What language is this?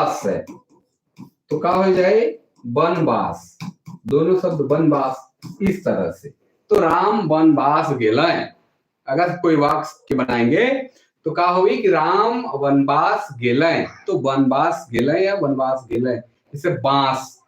Sadri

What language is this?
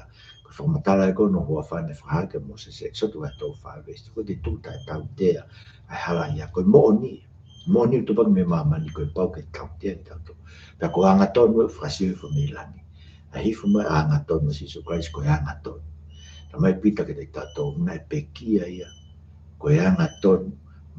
Tongan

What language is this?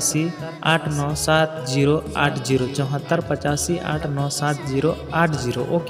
Santali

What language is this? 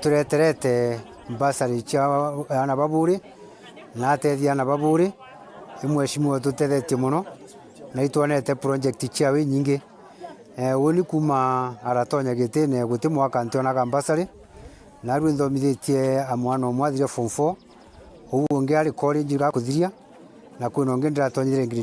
Meru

